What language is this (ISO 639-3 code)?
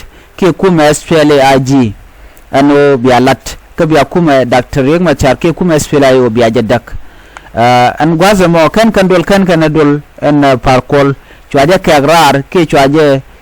nus